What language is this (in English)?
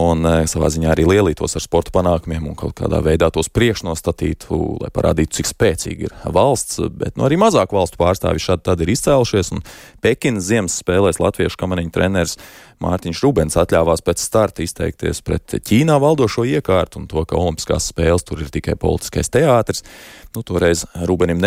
Latvian